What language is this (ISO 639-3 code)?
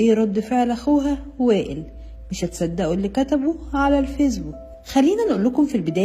arz